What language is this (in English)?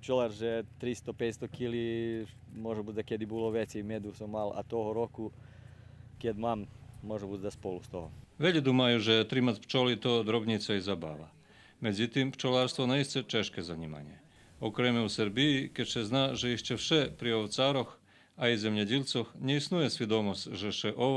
Rusyn